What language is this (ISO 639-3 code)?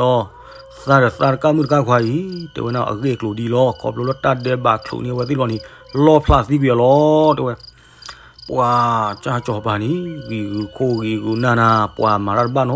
ksw